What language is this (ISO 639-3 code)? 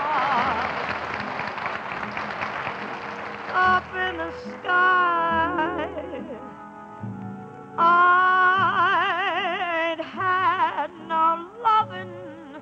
eng